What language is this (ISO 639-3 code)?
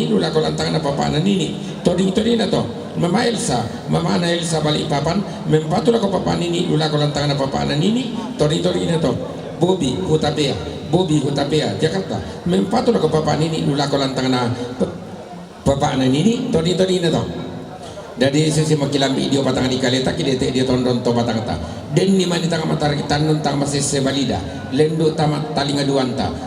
sda